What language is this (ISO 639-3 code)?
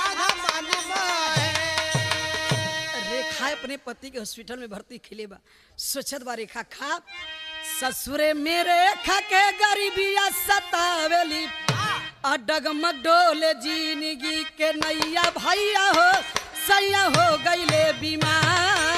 bho